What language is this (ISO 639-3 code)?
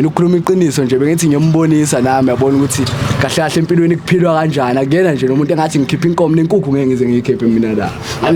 zul